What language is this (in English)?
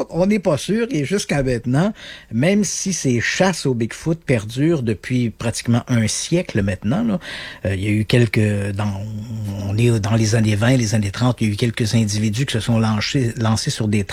French